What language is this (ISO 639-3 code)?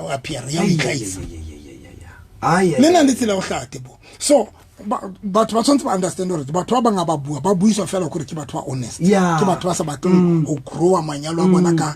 sot